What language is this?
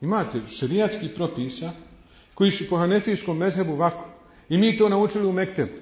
Bosnian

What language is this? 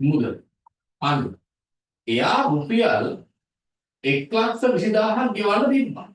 Sinhala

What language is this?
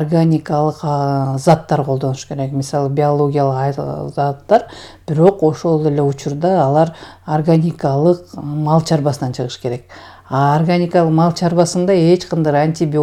Kyrgyz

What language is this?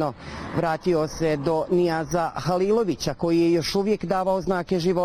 Bosnian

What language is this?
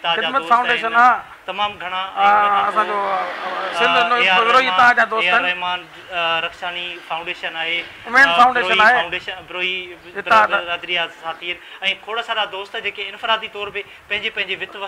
Sindhi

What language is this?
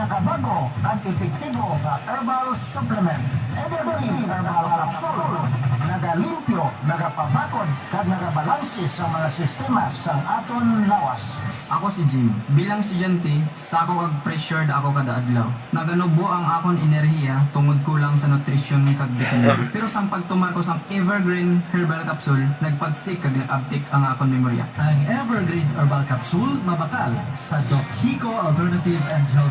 Hiligaynon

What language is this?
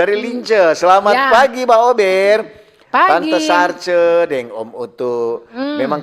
Manado Malay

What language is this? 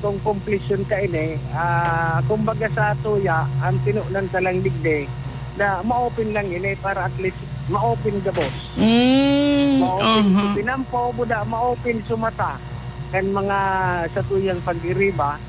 Bikol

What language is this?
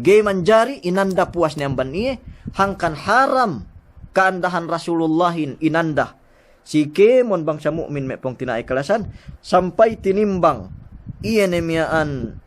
Yakan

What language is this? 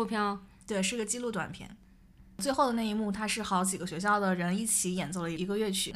Chinese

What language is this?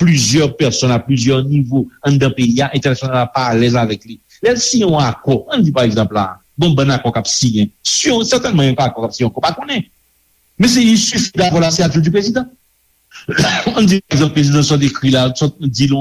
Haitian Creole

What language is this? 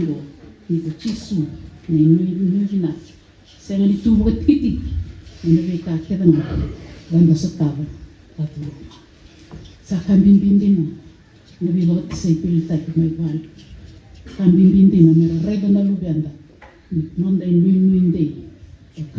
Fijian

